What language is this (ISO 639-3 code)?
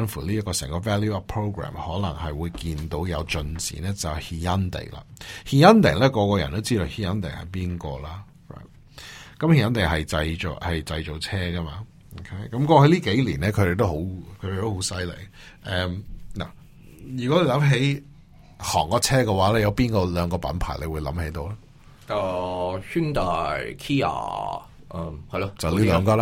yue